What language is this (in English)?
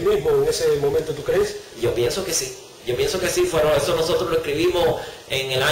Spanish